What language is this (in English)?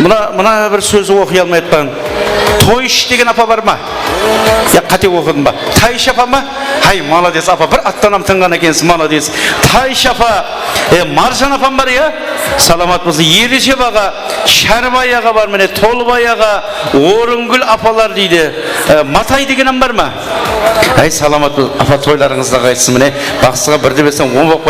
Kara-Kalpak